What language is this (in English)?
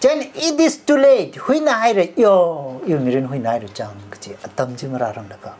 Tangkhul Naga (India)